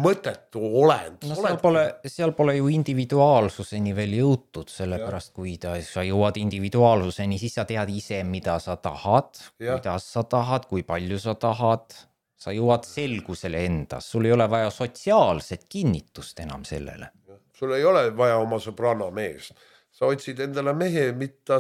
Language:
Estonian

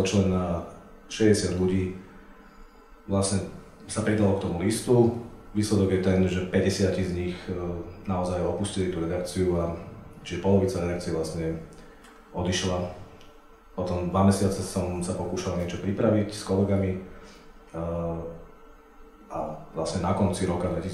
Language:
Slovak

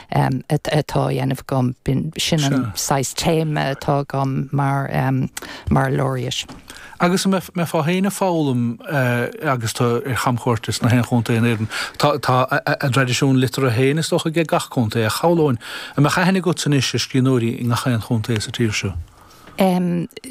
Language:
Irish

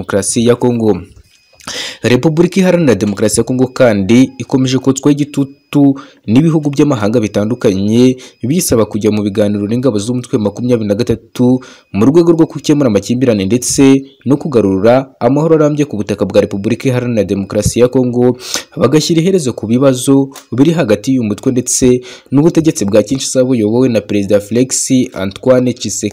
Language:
Kinyarwanda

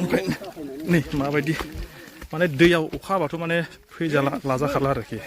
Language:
Bodo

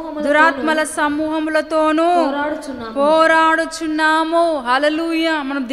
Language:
Telugu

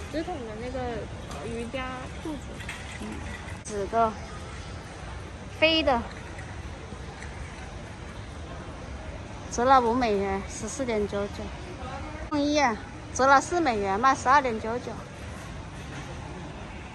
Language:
Chinese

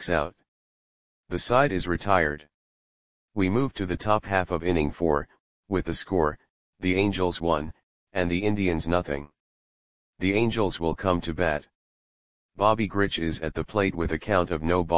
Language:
English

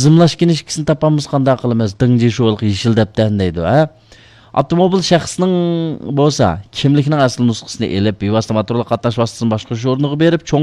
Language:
Uyghur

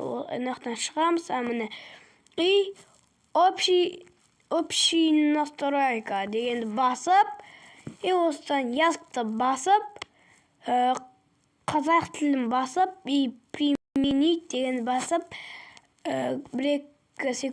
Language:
Kazakh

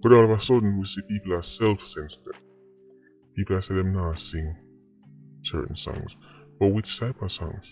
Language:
Jamaican Creole English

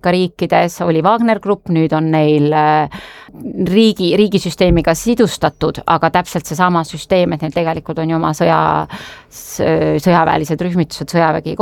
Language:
Estonian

